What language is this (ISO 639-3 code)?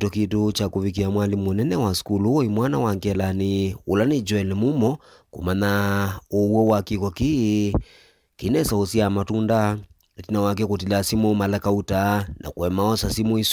kam